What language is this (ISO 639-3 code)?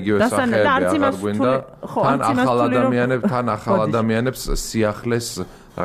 kat